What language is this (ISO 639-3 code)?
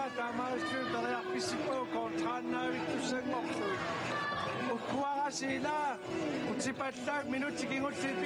kal